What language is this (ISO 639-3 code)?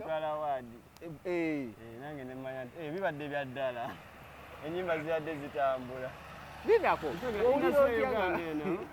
lug